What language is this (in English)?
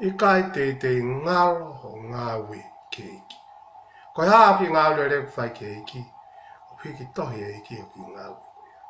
Tongan